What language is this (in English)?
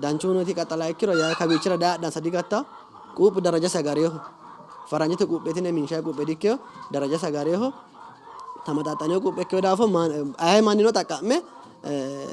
Sidamo